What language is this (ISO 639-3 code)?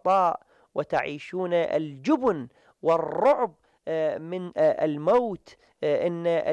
ara